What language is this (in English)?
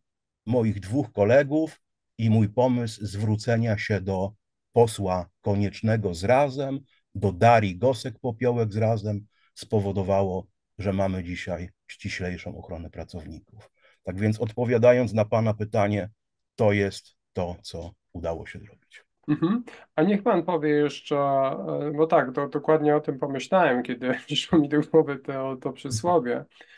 Polish